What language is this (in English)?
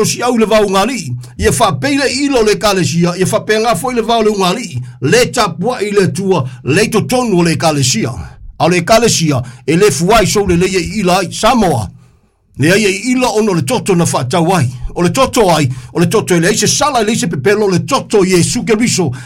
Samoan